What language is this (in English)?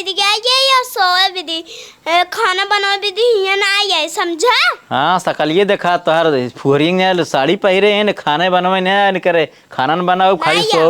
Awadhi